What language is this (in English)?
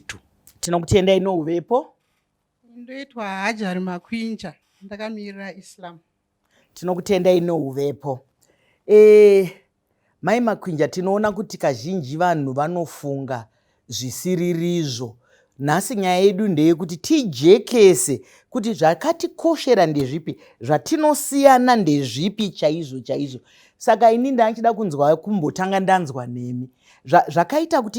Shona